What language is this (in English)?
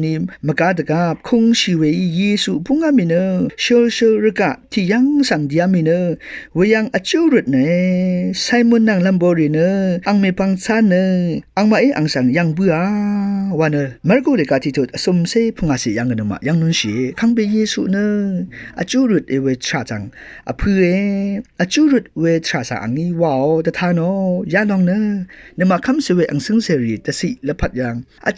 Rawang